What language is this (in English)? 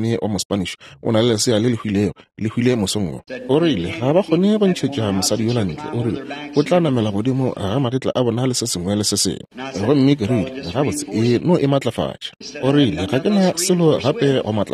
Northern Sotho